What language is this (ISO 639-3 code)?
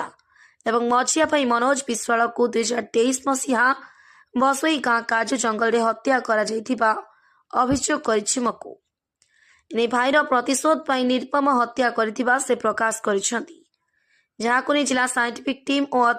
ori